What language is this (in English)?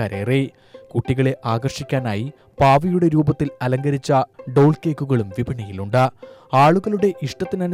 Malayalam